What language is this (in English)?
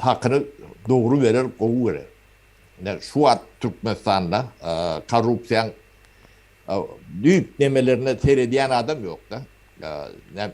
Turkmen